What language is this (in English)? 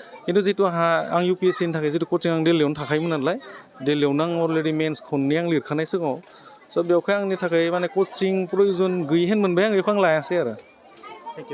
Bodo